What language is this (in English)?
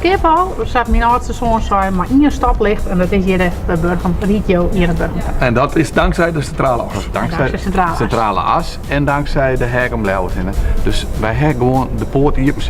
Western Frisian